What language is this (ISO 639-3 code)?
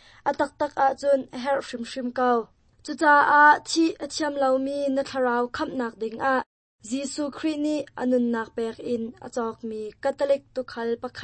cnh